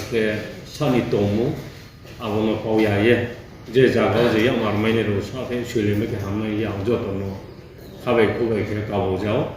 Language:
Riang (India)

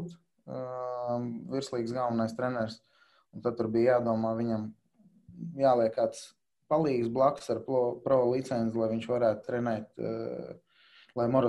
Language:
Latvian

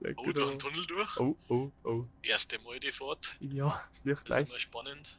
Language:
Bavarian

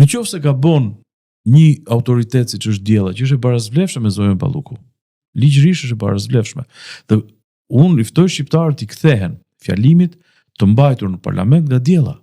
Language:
Albanian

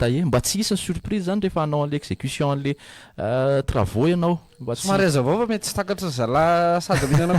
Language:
Malagasy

